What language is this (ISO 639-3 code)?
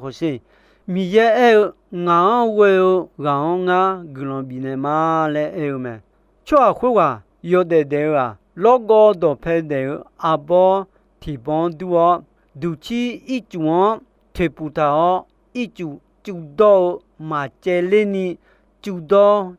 ahk